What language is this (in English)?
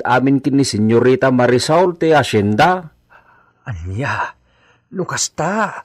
Iloko